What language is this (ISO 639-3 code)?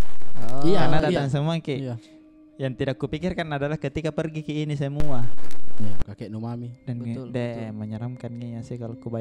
mfp